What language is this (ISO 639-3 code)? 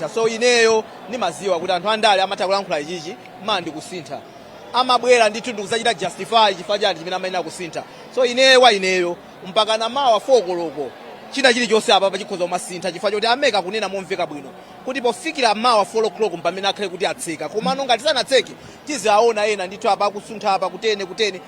nya